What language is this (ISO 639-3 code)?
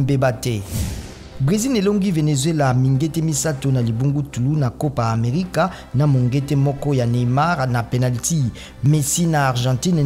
lin